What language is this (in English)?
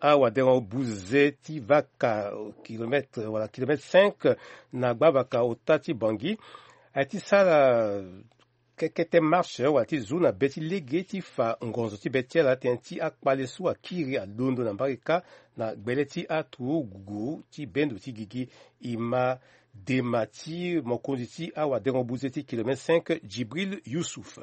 Sango